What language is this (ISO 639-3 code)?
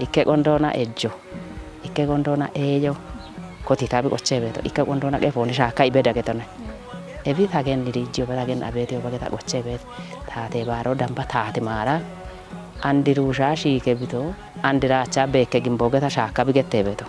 kbr